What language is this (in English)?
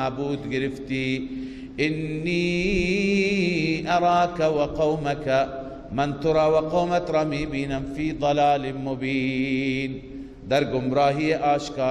Persian